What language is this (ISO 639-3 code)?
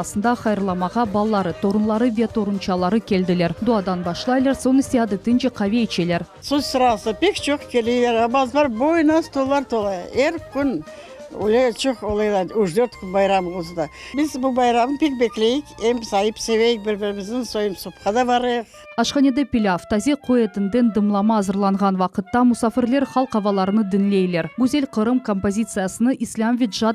crh